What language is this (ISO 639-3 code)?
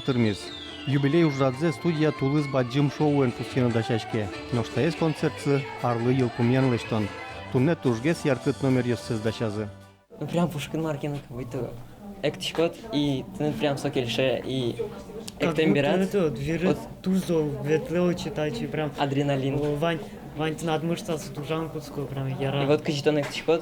udm